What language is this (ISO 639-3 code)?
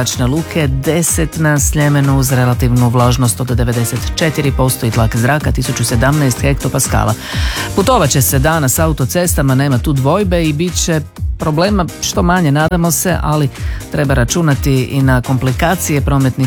hrv